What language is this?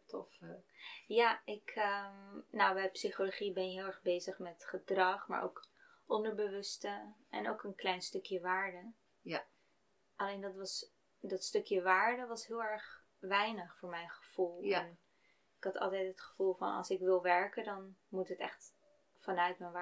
Dutch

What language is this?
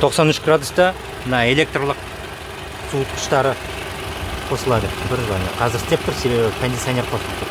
Kazakh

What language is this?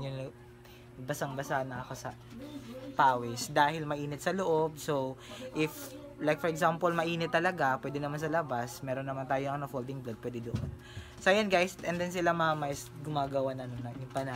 Filipino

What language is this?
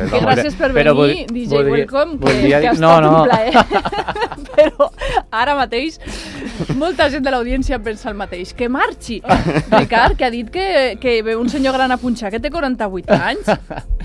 Catalan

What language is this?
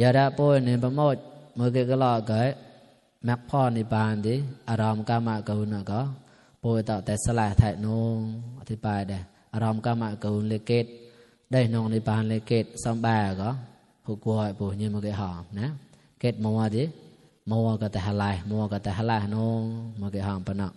Mon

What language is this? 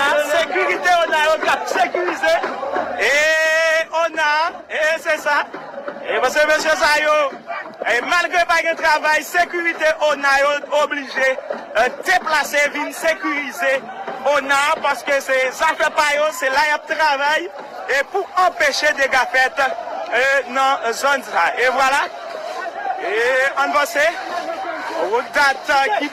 Haitian Creole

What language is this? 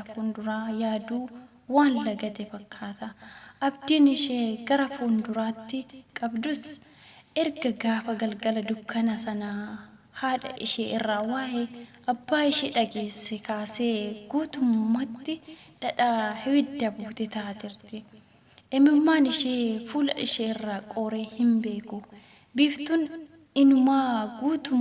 Oromo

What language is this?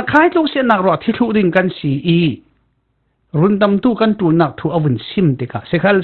Falam Chin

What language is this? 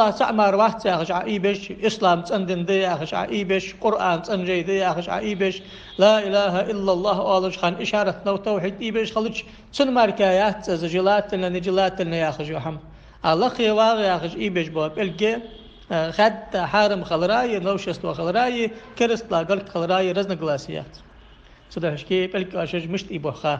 Ingush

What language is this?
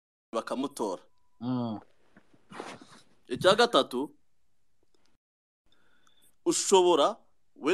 Kinyarwanda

